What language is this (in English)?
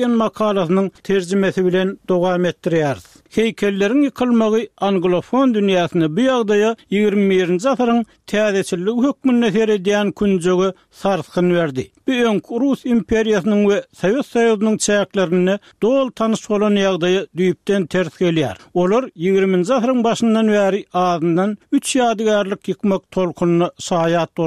Turkmen